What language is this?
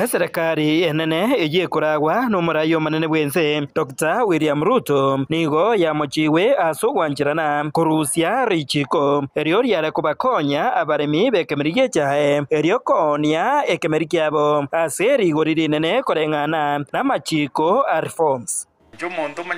Gusii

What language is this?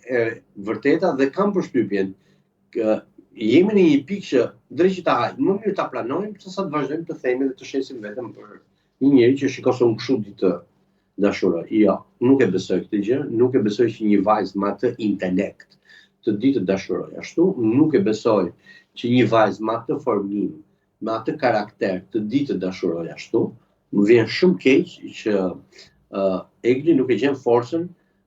Albanian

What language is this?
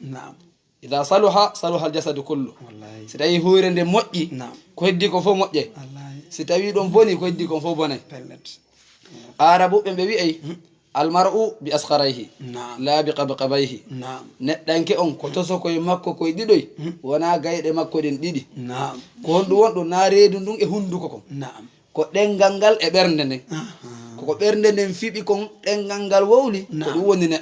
Fula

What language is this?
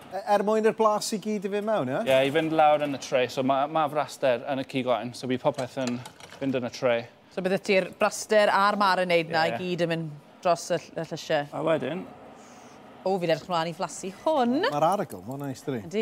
Welsh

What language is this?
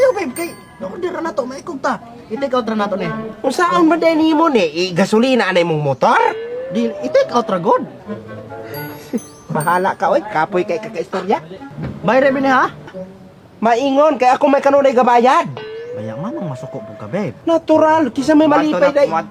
Cebuano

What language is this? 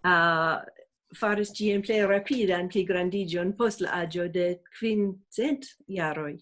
Esperanto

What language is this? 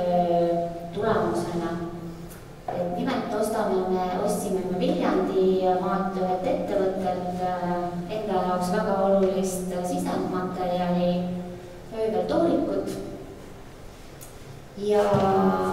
Estonian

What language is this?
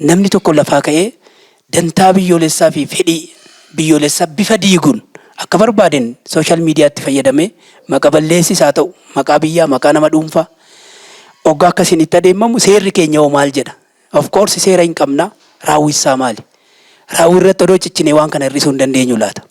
Oromo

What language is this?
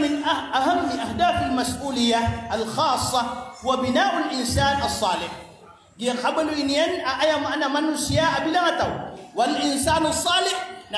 Maranao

